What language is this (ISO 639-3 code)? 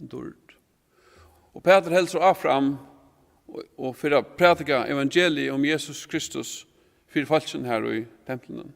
fao